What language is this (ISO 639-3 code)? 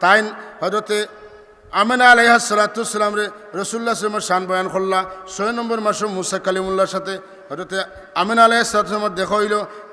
syl